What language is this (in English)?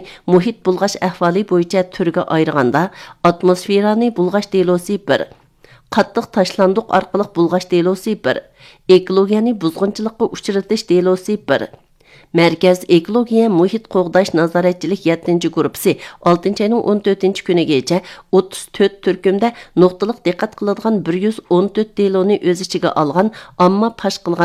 Uyghur